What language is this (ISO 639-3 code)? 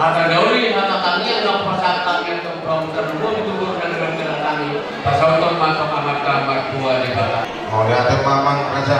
bbc